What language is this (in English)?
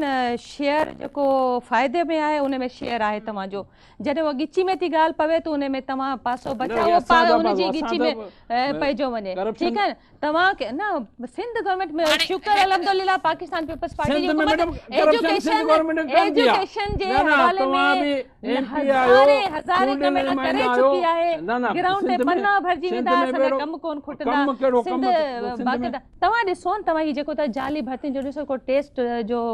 Sindhi